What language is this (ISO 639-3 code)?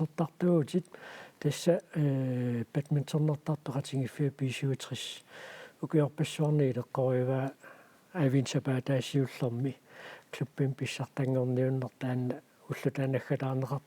kal